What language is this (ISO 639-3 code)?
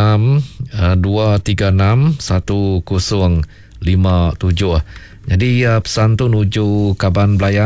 iba